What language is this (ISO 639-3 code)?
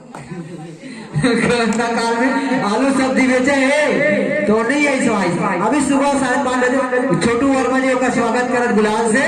hne